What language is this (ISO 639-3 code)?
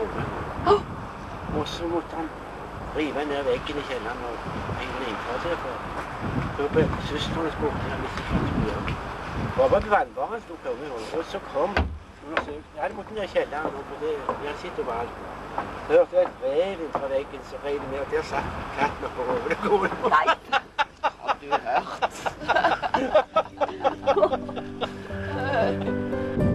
nor